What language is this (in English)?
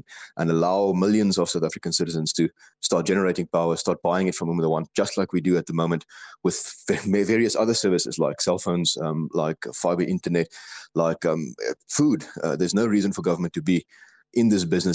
English